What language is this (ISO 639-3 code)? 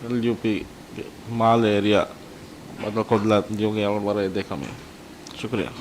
div